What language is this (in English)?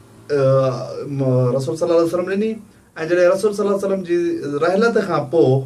Sindhi